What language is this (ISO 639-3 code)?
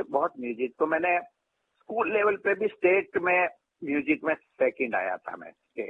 hin